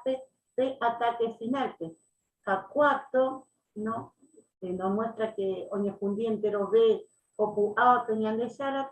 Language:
Guarani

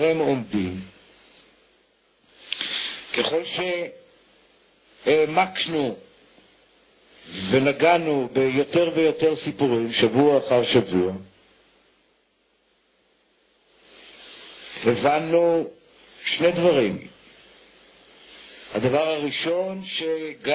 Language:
Hebrew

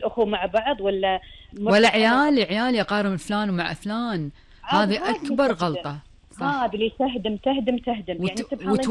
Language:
Gulf Arabic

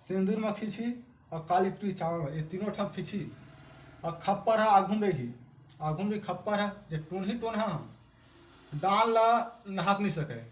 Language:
Chhattisgarhi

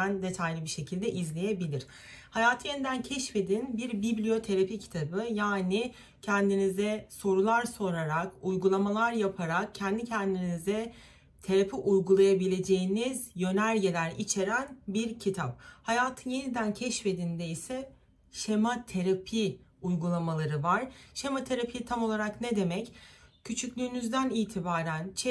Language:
Turkish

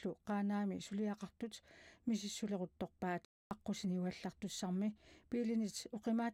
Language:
Kalaallisut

